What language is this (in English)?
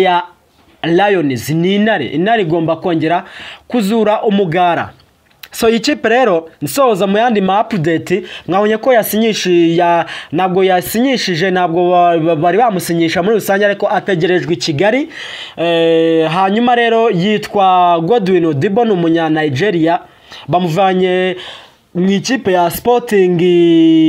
Kinyarwanda